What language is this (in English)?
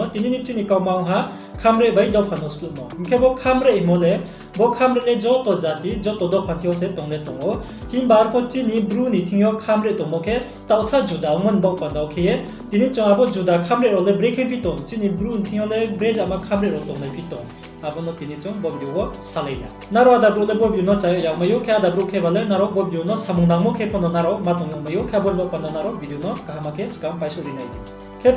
Riang (India)